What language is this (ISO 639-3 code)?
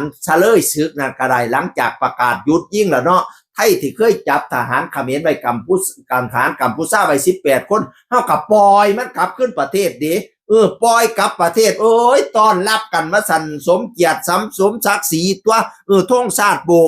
tts